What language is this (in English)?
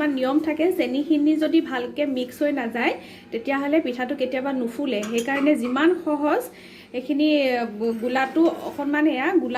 Assamese